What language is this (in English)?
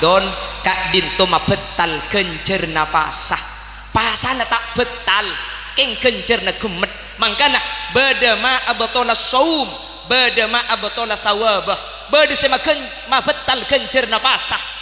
Madurese